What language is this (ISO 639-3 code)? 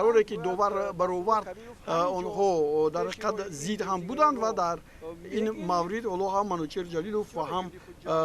tgk